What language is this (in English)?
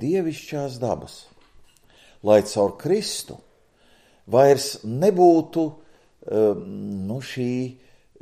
Latvian